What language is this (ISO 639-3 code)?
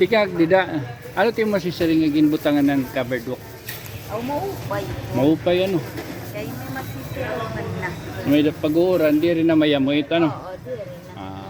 war